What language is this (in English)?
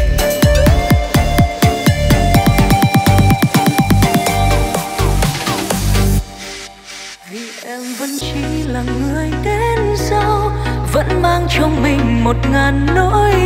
Vietnamese